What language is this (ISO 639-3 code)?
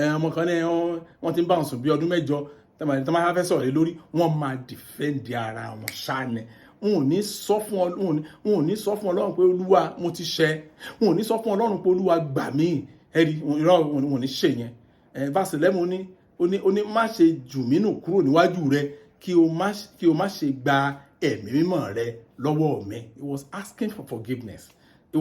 yor